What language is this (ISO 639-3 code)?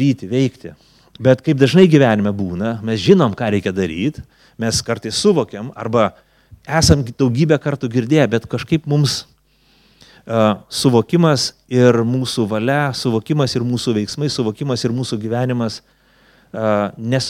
lit